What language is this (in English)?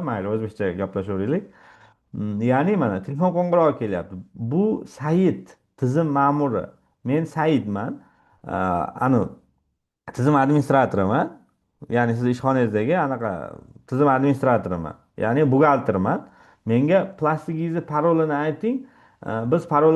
Uzbek